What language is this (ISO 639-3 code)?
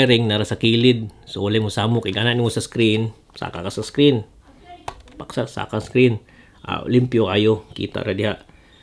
ceb